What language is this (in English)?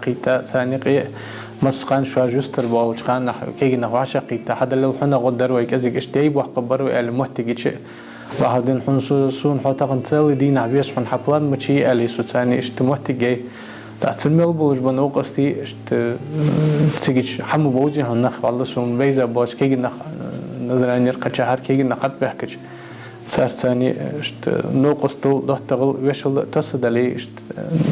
Ingush